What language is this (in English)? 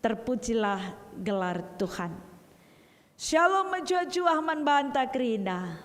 Batak Karo